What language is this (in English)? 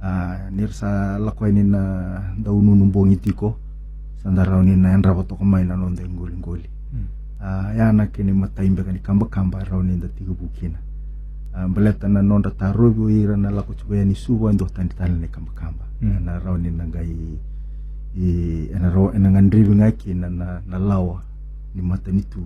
Fijian